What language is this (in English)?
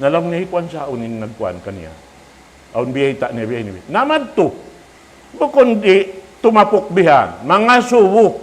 Tausug